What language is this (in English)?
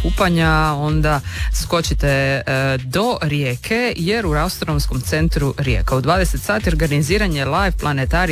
Croatian